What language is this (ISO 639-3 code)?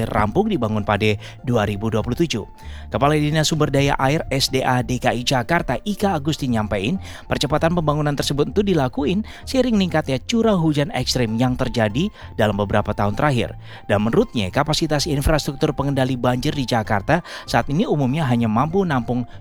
ind